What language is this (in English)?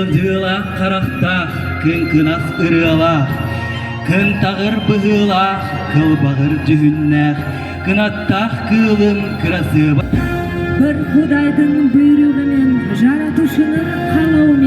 Yakut